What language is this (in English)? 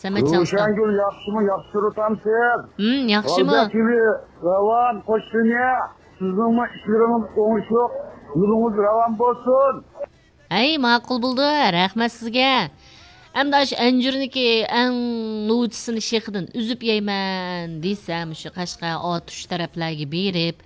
Uyghur